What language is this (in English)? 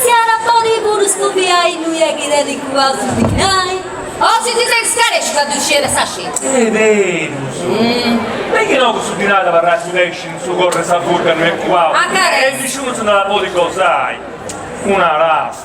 Sardinian